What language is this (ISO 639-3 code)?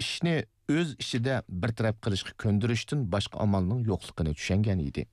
uig